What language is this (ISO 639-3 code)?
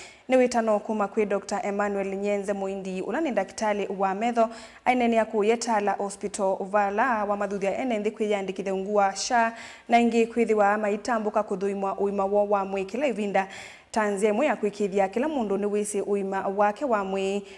kam